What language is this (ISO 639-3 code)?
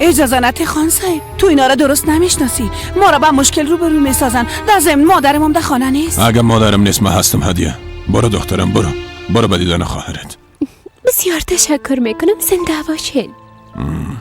fas